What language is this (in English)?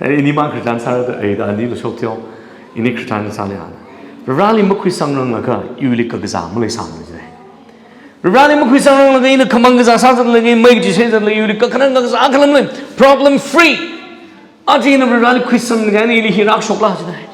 Tangkhul Naga (India)